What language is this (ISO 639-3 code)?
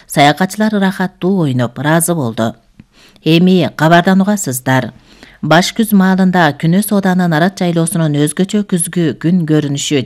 kir